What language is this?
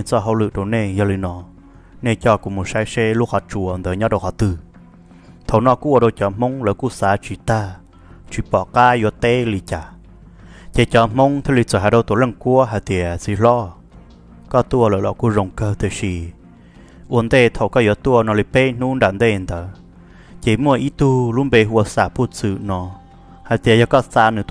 Hmong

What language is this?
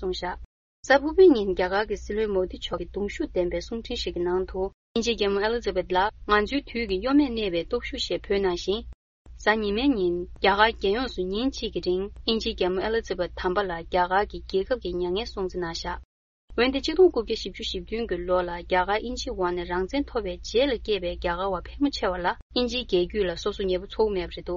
Tibetan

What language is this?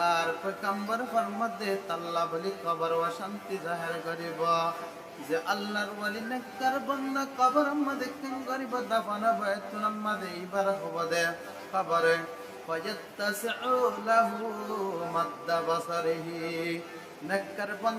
Rohingya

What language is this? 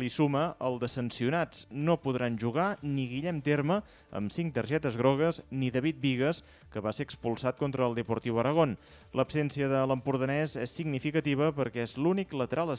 Catalan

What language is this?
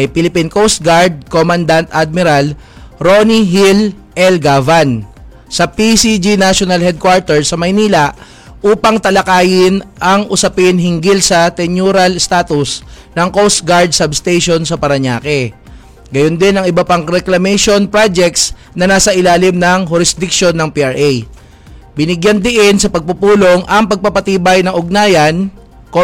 Filipino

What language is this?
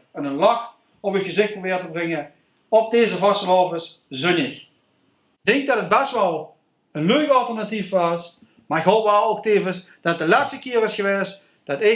Limburgish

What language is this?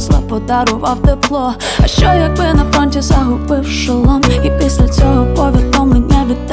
Ukrainian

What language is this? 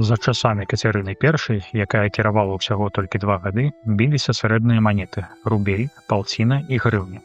Belarusian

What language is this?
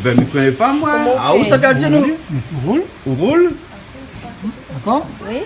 Réunion Creole French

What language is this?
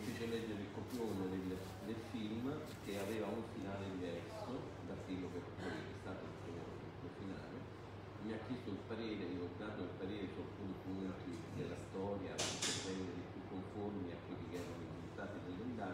Italian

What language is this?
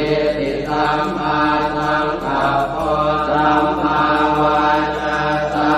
Pali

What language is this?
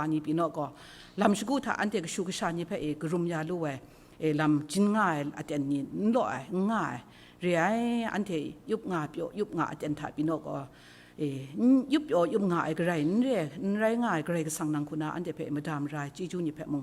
Kachin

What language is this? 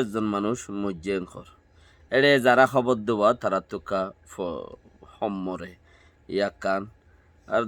Rohingya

